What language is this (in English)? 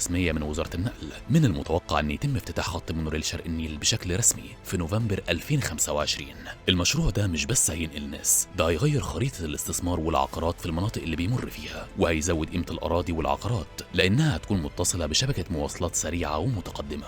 Egyptian Arabic